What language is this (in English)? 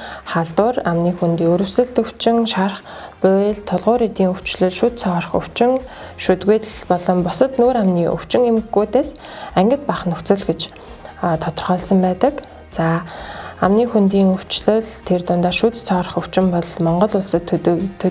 Mongolian